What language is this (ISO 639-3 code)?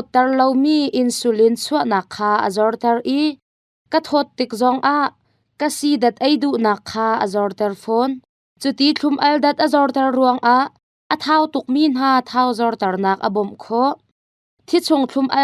cnh